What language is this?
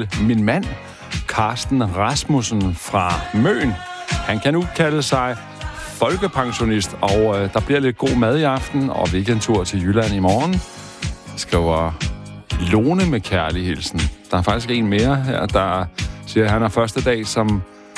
Danish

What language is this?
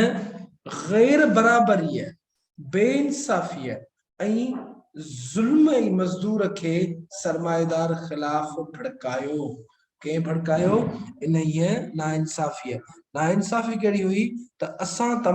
Sindhi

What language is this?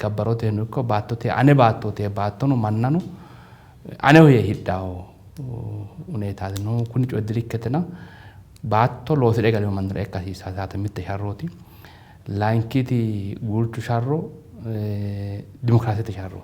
Sidamo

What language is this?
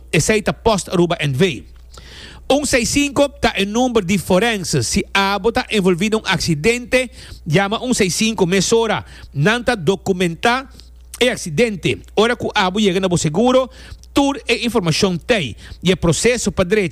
Papiamento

